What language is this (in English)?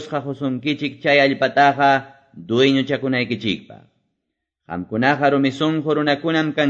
Quechua